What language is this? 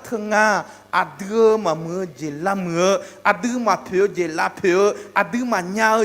Akha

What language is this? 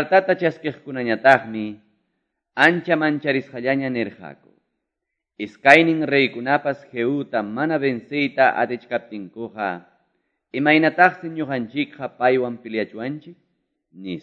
Quechua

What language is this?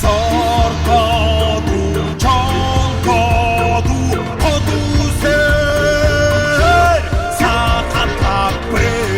Yakut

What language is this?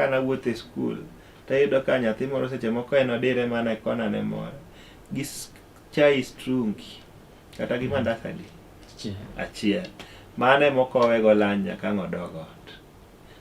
Luo (Kenya and Tanzania)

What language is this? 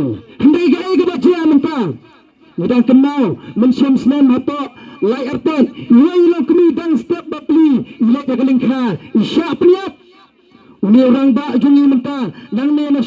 Khasi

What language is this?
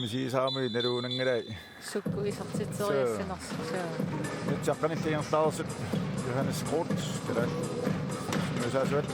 Kalaallisut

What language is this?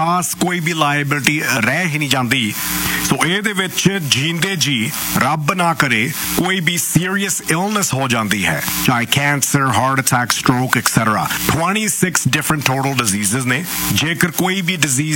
Punjabi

